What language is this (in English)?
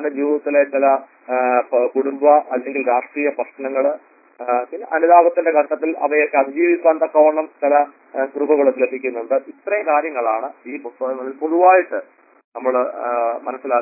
Malayalam